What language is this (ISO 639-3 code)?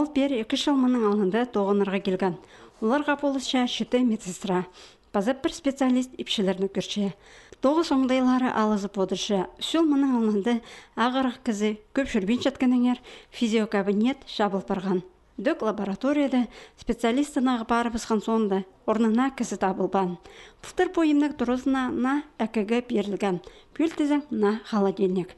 kjh